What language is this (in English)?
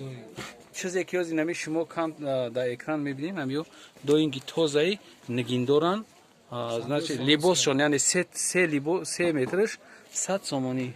Tajik